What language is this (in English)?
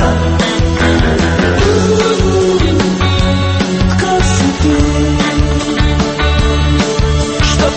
Croatian